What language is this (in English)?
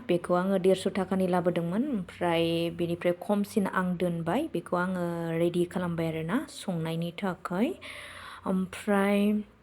Bodo